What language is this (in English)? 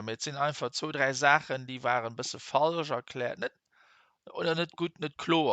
Luxembourgish